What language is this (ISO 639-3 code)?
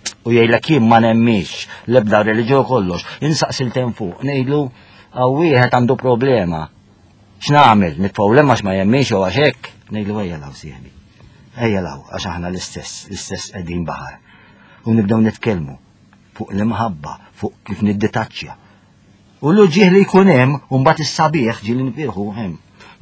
mlt